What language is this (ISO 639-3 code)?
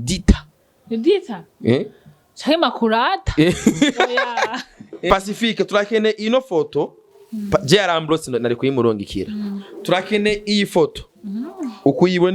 run